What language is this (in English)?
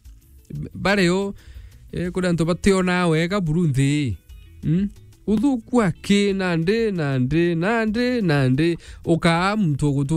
Meru